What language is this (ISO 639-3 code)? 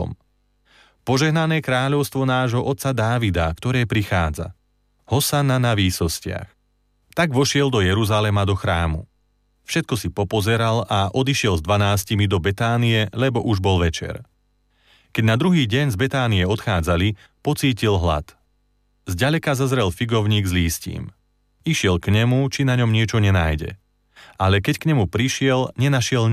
slk